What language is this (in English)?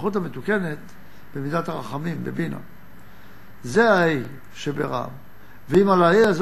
Hebrew